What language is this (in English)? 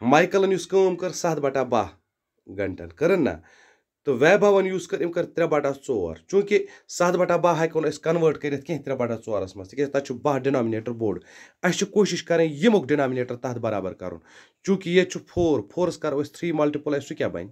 Kashmiri